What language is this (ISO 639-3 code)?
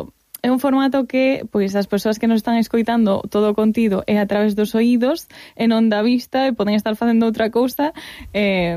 glg